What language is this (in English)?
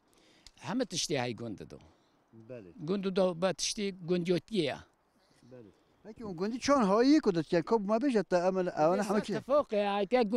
Kurdish